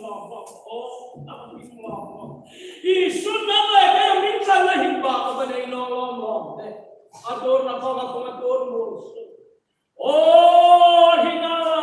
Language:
Hmar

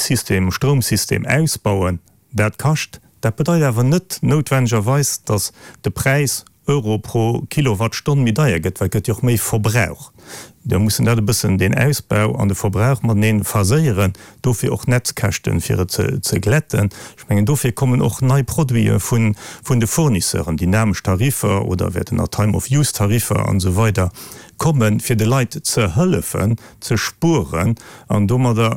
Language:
Luxembourgish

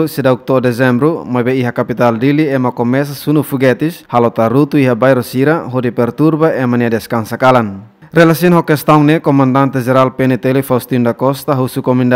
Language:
Tetum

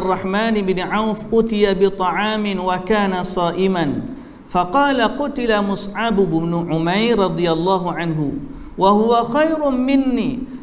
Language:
Malay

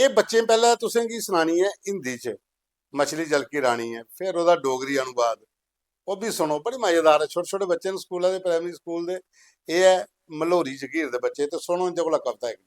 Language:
Dogri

